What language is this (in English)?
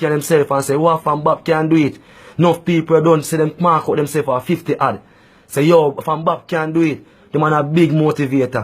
Jamaican Creole English